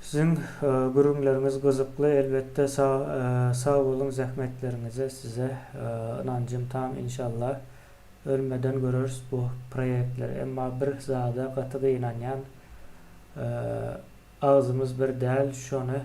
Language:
Turkmen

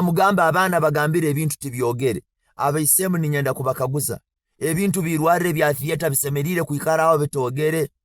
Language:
Nyankole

